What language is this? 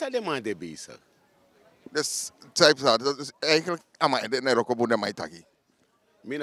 Sranan Tongo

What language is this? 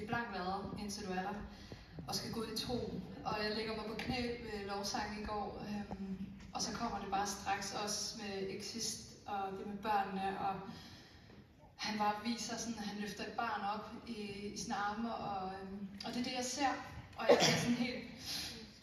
Danish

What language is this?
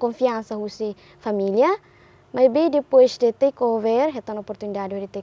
Tetum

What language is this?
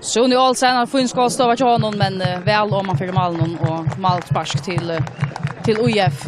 Faroese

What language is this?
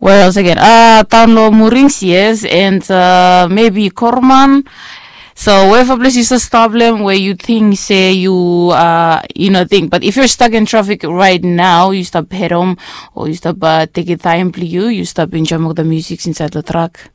Bislama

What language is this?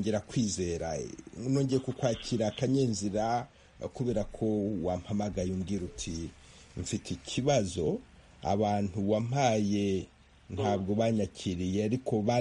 Kinyarwanda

